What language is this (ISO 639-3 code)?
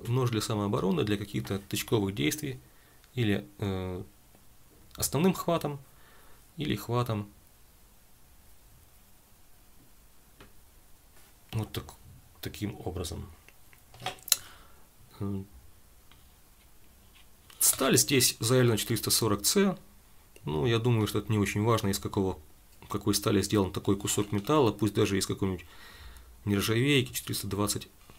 rus